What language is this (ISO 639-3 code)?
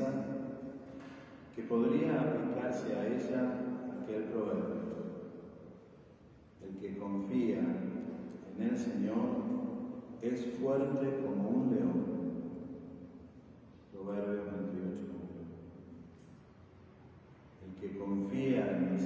spa